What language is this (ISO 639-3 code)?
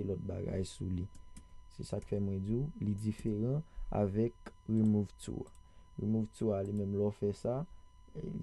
hat